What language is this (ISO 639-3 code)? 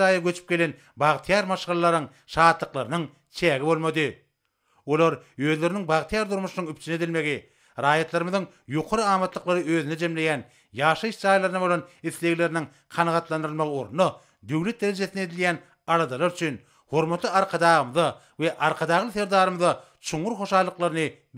tuk